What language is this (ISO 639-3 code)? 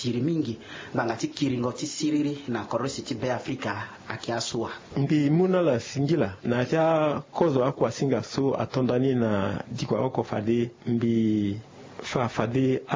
sag